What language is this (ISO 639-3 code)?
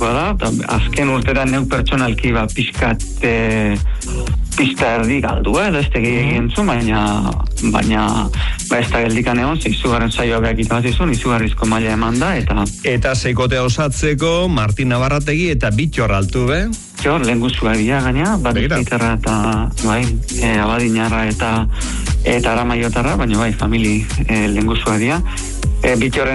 eus